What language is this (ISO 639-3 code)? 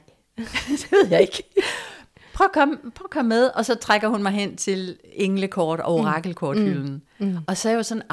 dan